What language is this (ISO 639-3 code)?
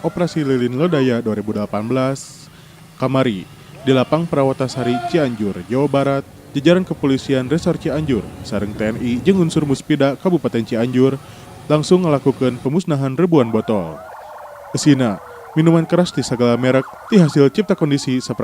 sun